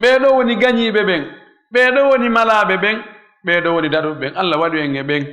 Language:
Fula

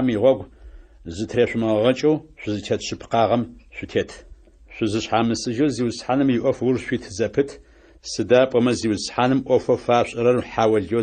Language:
Adyghe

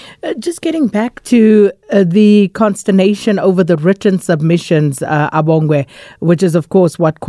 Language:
English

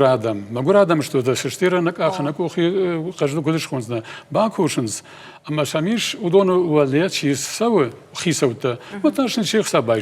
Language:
Ossetic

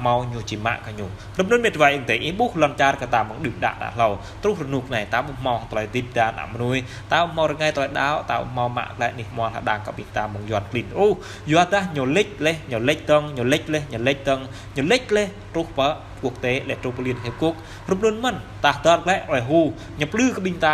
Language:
Jarai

